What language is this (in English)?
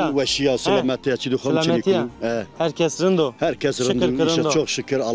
Zaza